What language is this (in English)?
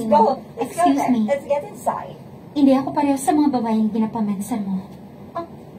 Hiligaynon